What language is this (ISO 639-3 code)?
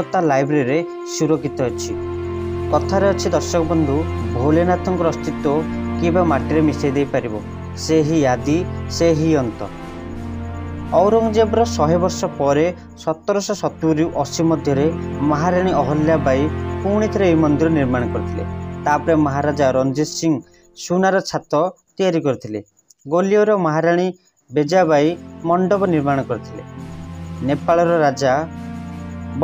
ori